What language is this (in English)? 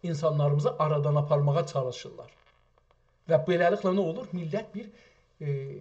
South Azerbaijani